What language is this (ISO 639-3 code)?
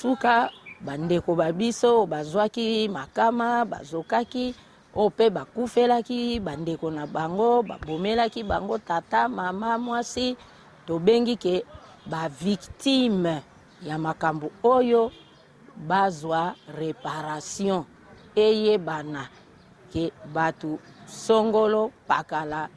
lin